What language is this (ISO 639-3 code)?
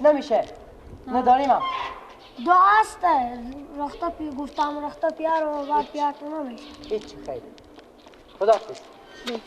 fas